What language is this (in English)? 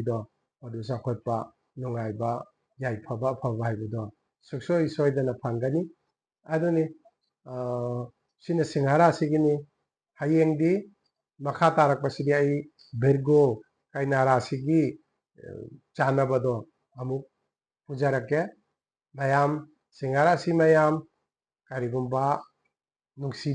Manipuri